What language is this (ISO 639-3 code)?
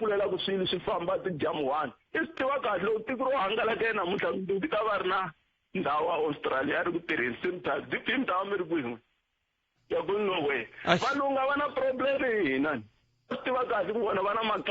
tso